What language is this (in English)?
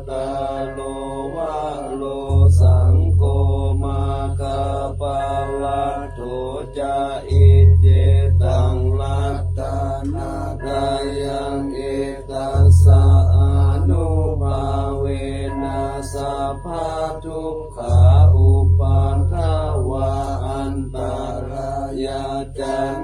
Pali